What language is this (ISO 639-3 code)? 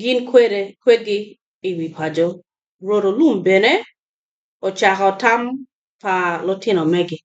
ach